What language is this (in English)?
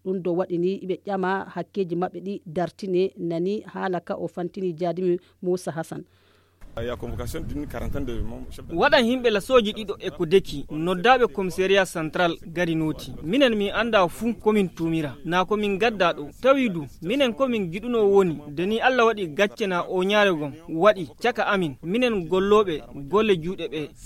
Fula